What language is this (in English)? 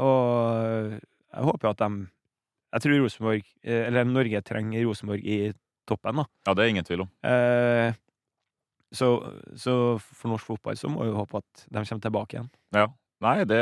Norwegian